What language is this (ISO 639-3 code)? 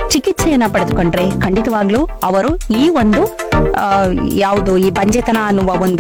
kan